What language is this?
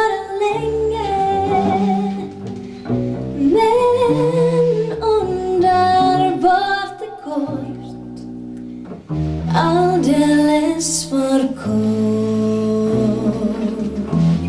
Swedish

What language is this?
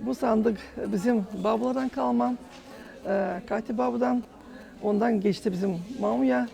Gagauz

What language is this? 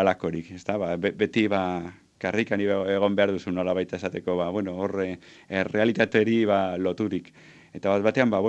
Basque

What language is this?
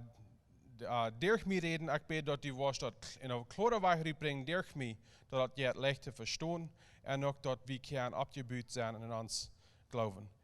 Plautdietsch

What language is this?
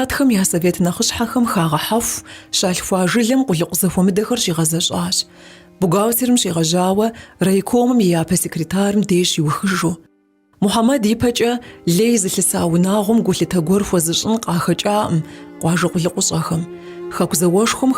Kabardian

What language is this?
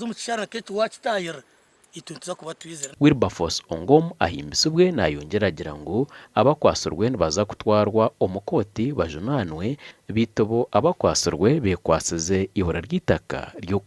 Nyankole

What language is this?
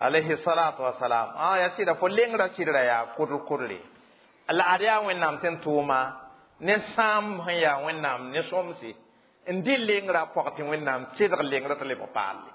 Mossi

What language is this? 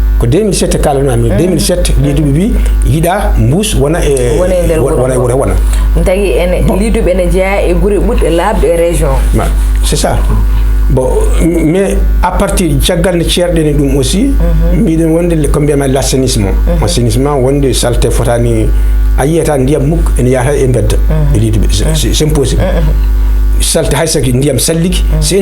Fula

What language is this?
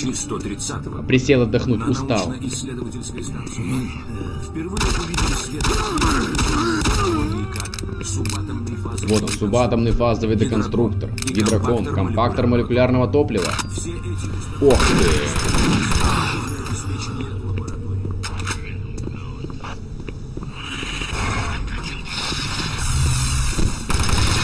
Russian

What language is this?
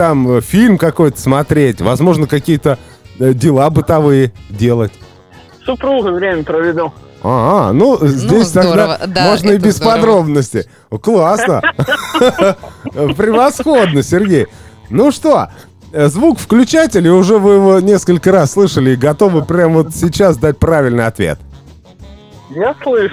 Russian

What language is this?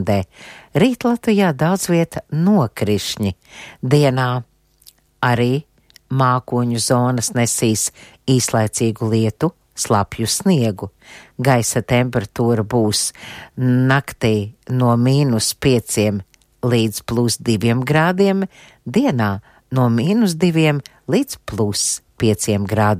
Latvian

